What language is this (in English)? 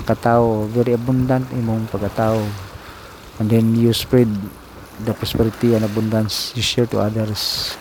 Cebuano